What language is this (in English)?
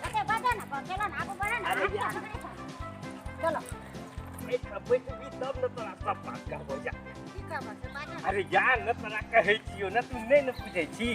Maithili